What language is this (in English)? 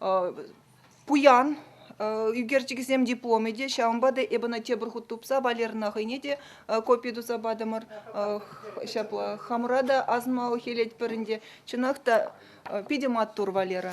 Chuvash